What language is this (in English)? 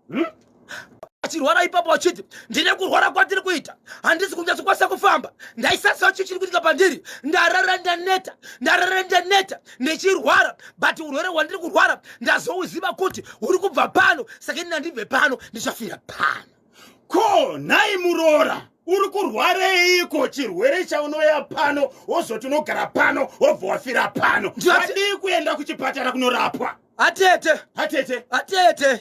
Shona